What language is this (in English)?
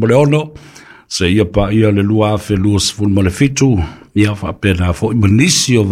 Samoan